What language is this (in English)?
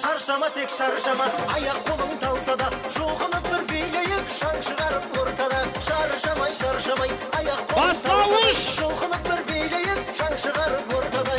Kara-Kalpak